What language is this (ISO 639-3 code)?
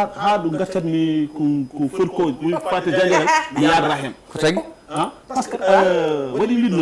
ful